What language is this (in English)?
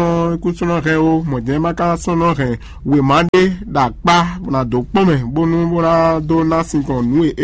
Fon